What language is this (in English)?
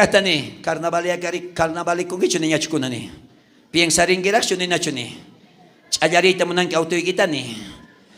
South Bolivian Quechua